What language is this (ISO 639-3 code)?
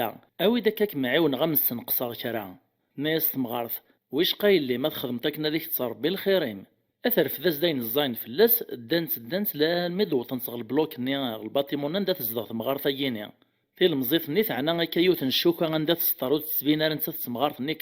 kab